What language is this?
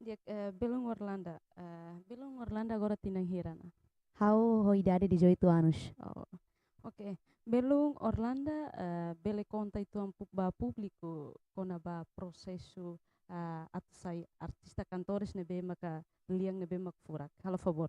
Tetum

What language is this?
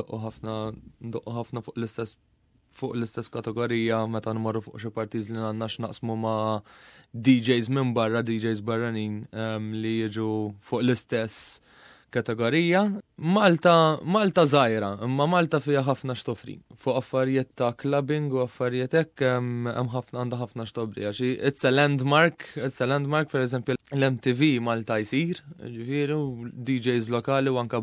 Maltese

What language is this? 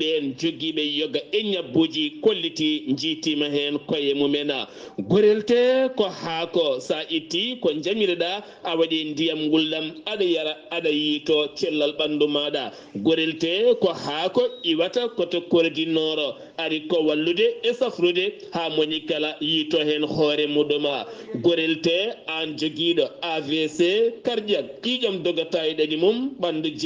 Fula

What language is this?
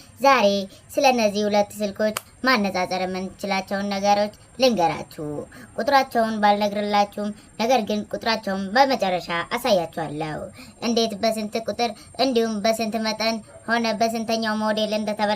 Amharic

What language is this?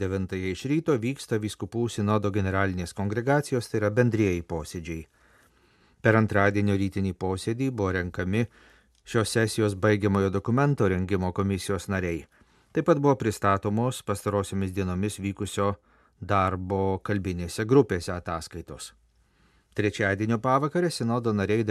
Lithuanian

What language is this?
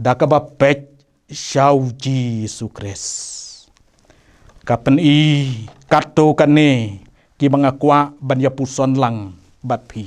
Khasi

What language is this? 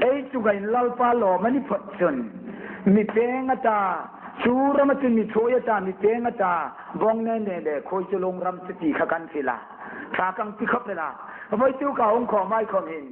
Hmar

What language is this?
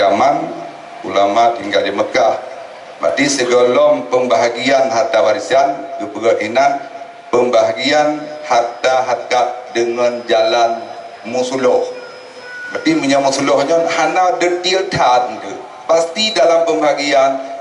Achinese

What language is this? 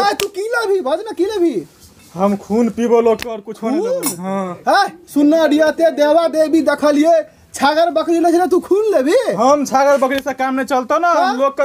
Maithili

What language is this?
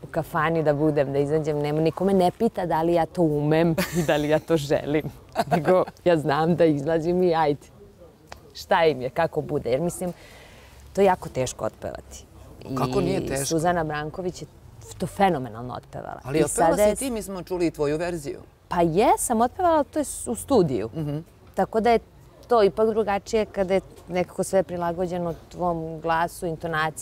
Serbian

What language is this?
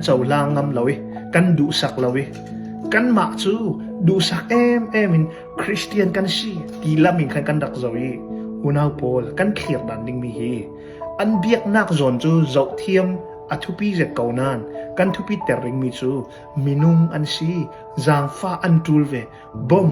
Falam Chin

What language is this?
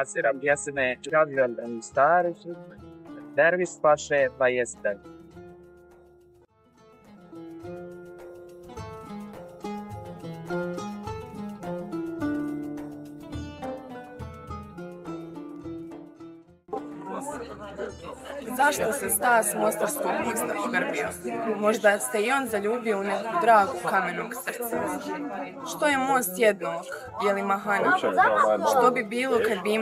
Bosnian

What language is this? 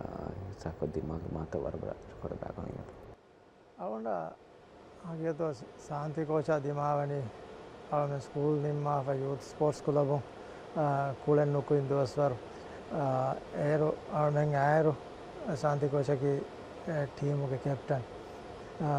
Divehi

